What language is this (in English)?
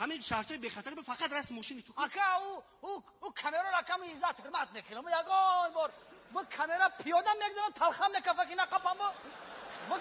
Tajik